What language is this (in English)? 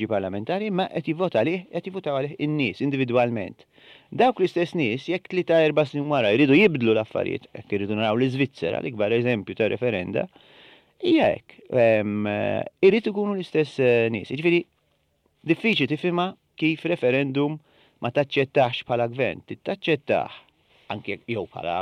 Maltese